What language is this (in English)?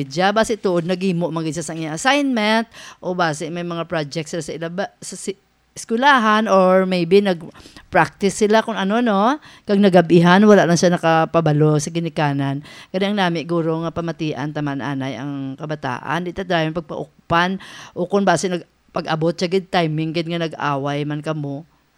Hiligaynon